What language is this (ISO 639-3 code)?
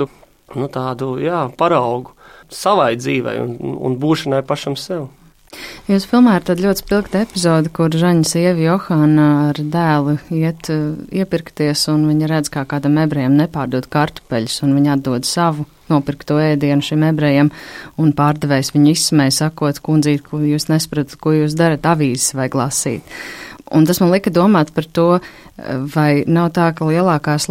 lav